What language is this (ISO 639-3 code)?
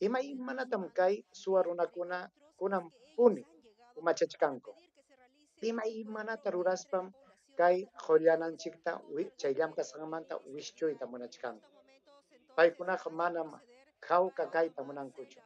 quy